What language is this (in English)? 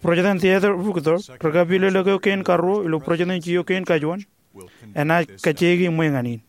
Marshallese